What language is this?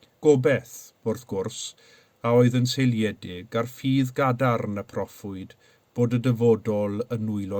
Welsh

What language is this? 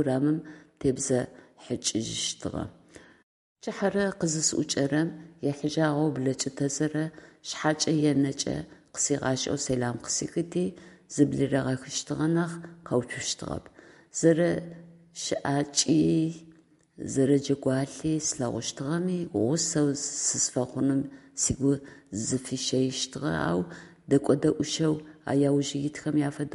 Adyghe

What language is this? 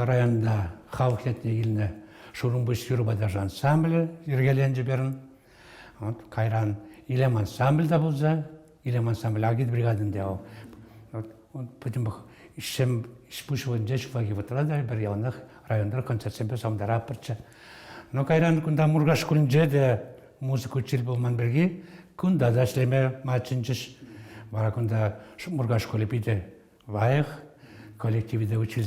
Chuvash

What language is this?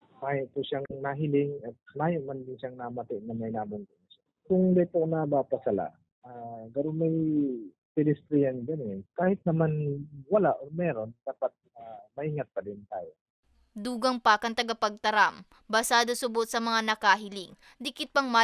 Bikol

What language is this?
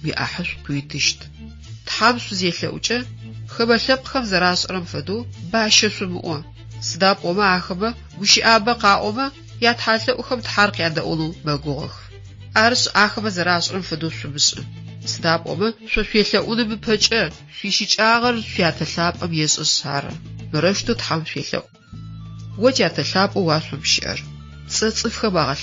Adyghe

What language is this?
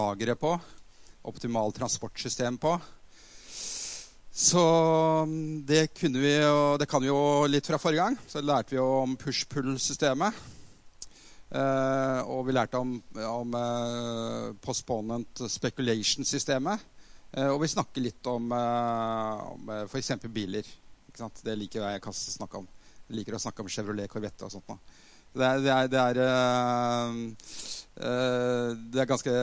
Norwegian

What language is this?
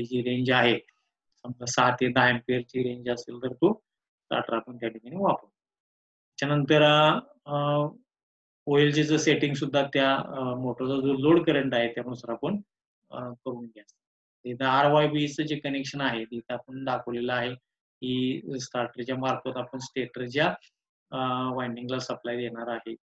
Marathi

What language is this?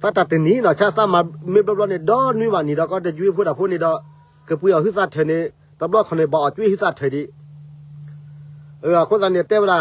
S'gaw Karen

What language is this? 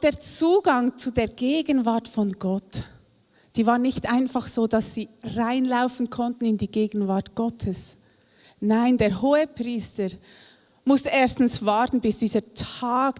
Swiss German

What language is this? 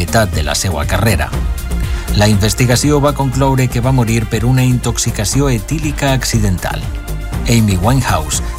Catalan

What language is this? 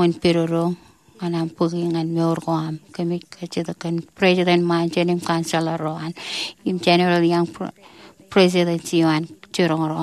Marshallese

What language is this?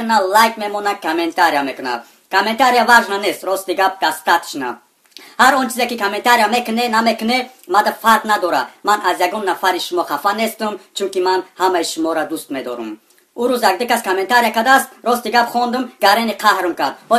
Tajik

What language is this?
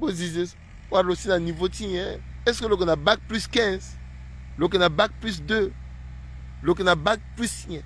Sango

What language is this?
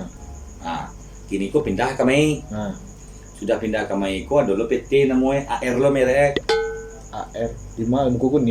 Minangkabau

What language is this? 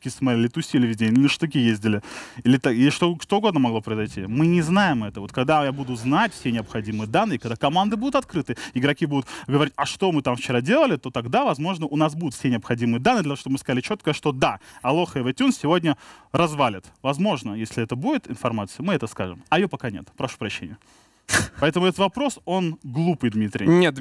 Russian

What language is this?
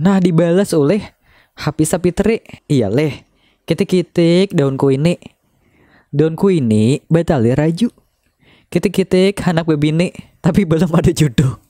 Banjar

